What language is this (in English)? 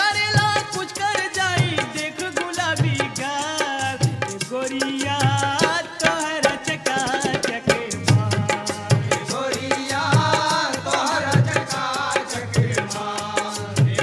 Bhojpuri